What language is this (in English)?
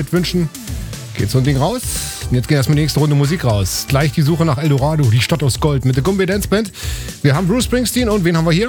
German